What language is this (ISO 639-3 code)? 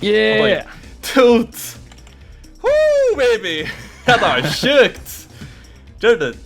fao